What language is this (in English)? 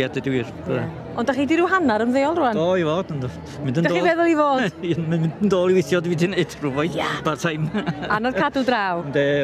Welsh